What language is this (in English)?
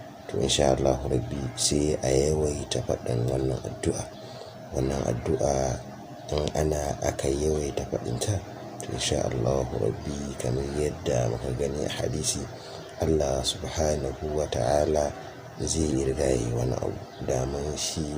Hausa